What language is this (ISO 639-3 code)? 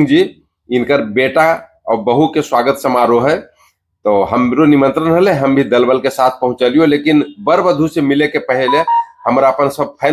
mag